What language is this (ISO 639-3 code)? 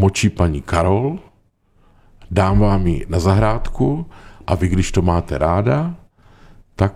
ces